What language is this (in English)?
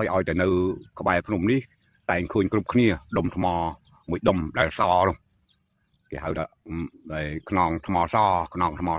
Khmer